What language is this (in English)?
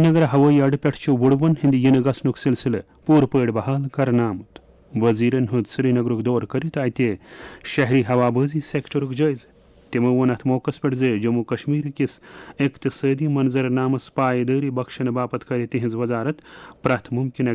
Kashmiri